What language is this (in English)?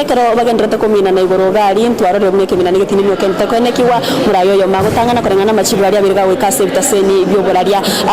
Gusii